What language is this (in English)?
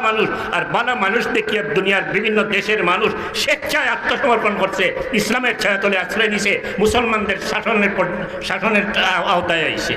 Sylheti